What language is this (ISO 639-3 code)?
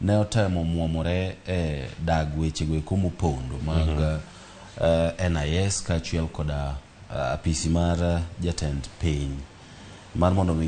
luo